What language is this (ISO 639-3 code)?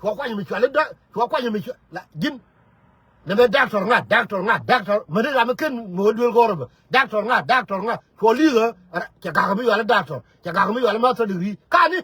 nus